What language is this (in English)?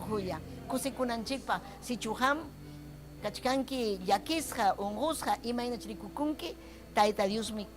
Ayacucho Quechua